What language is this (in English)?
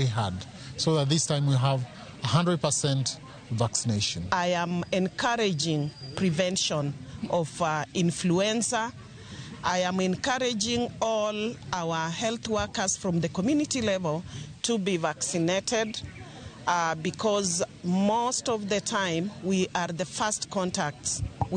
Luo (Kenya and Tanzania)